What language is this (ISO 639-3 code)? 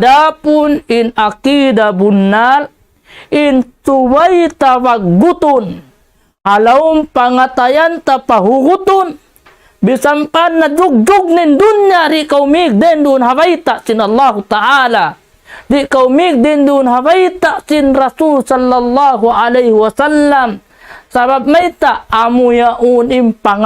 tsg